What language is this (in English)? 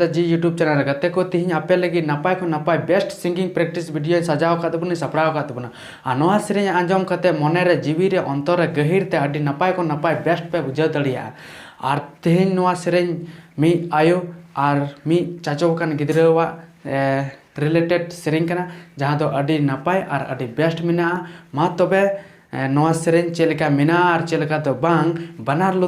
Santali